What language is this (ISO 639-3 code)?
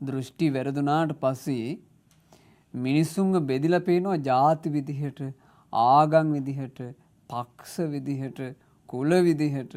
sin